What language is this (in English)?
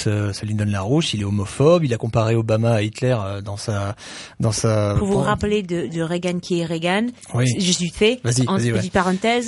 French